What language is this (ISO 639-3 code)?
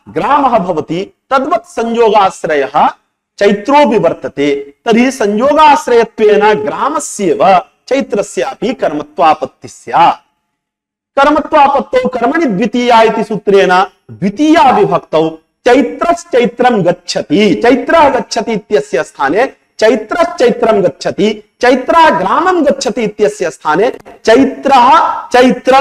san